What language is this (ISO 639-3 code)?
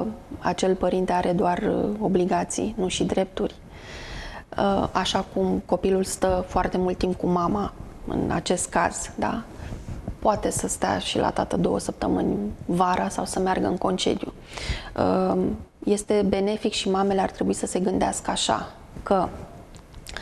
ron